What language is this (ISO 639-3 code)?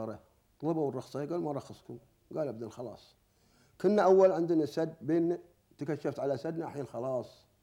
afb